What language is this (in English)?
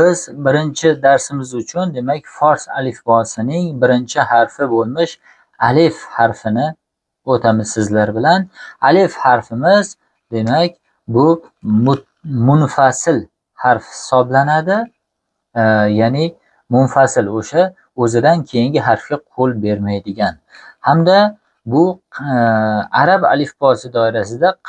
Uzbek